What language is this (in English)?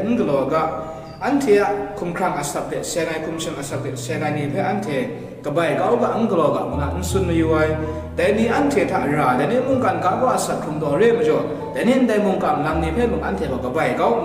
Kachin